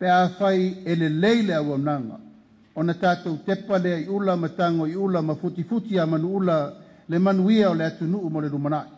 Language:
Samoan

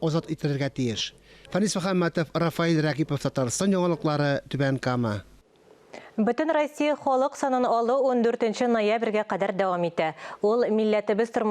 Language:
Tatar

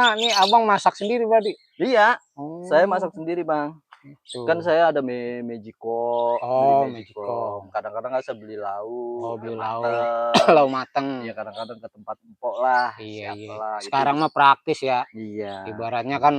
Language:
Betawi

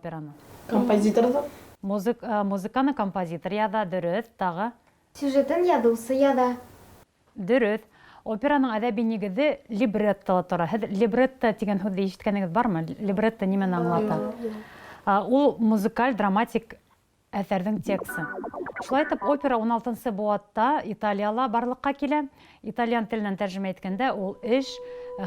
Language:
Bashkir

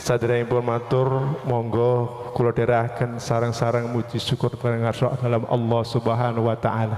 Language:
Javanese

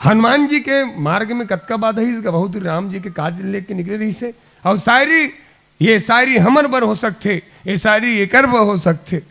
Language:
Chhattisgarhi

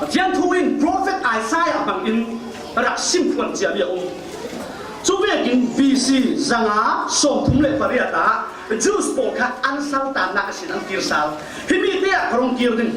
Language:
Falam Chin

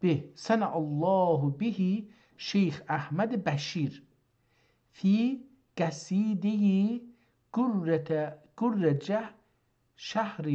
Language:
South Azerbaijani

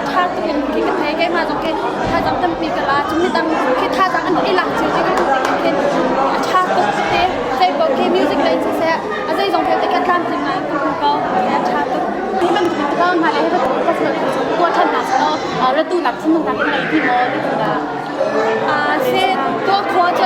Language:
Hakha Chin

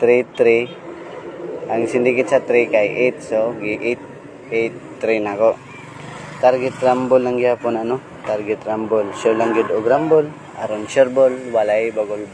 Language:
Cebuano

